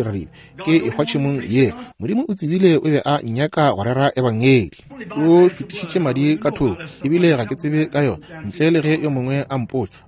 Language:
Northern Sotho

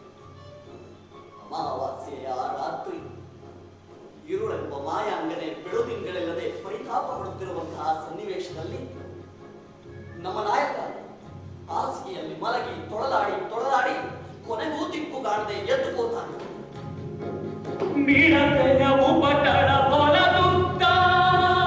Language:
Kannada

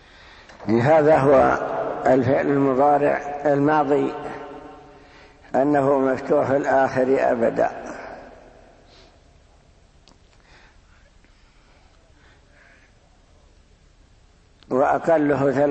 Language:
Arabic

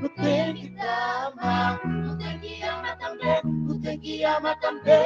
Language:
Kabuverdianu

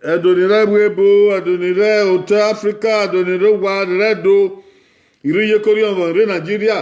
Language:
Bini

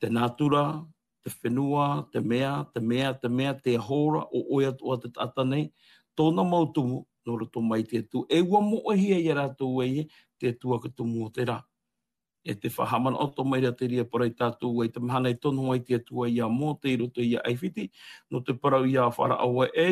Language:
Tahitian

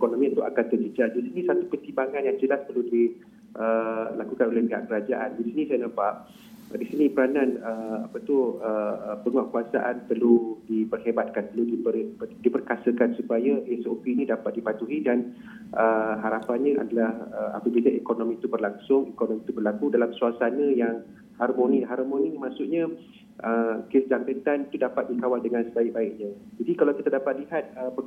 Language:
Malay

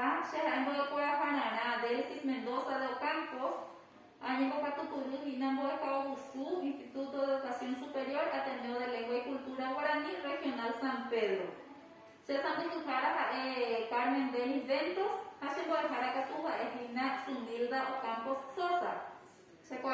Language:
Guarani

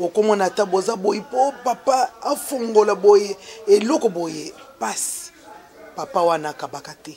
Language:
Lingala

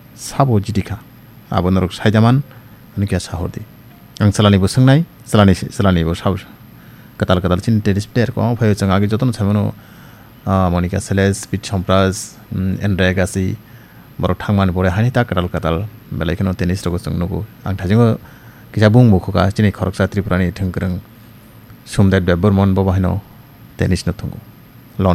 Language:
Kok Borok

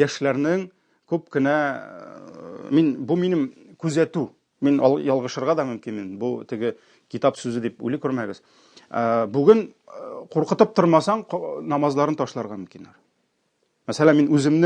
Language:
Tatar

